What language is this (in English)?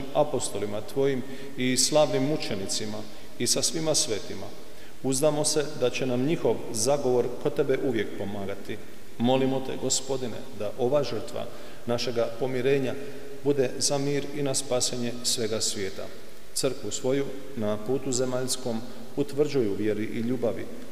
Croatian